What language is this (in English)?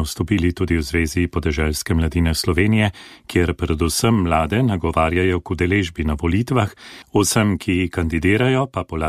Slovenian